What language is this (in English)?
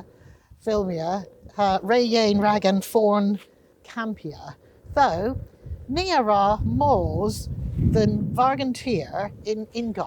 Cornish